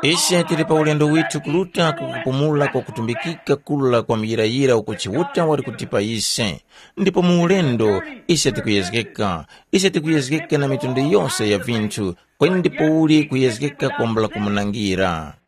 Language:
Tumbuka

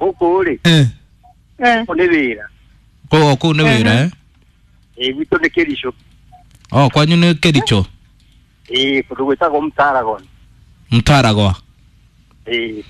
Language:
Kikuyu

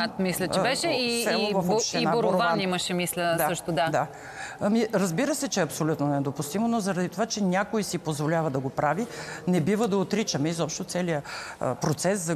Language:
Bulgarian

